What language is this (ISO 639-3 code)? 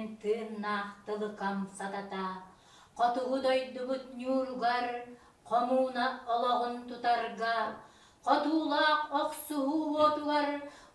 sah